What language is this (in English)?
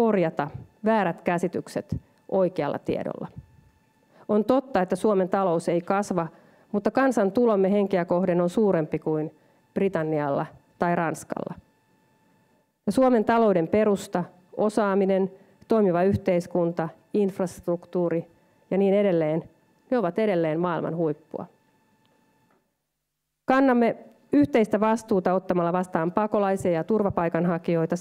Finnish